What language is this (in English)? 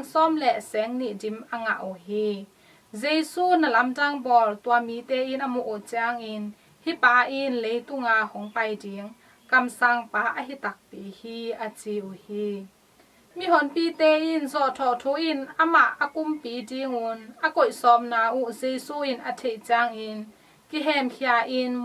Tedim Chin